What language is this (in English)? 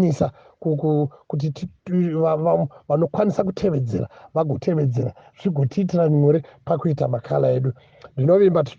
Shona